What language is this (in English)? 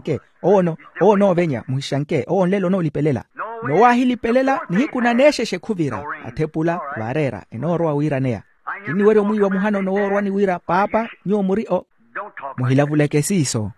Makhuwa